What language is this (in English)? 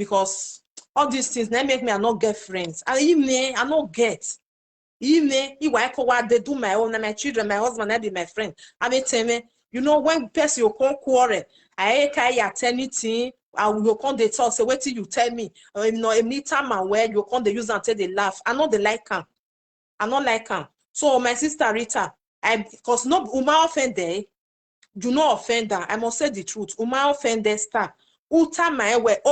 Nigerian Pidgin